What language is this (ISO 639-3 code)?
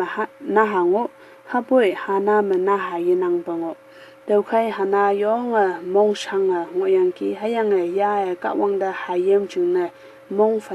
nbe